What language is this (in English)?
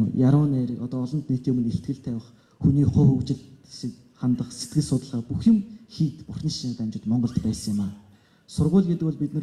Mongolian